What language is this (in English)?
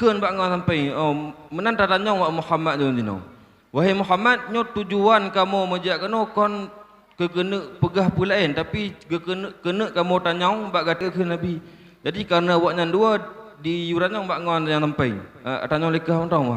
Achinese